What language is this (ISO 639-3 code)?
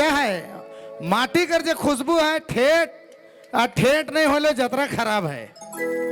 sck